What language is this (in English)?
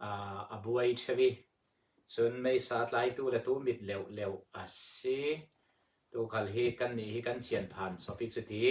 Falam Chin